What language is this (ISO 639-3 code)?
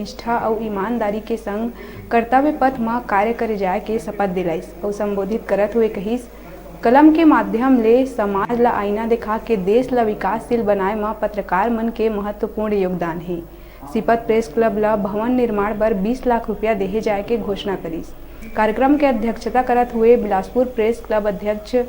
hne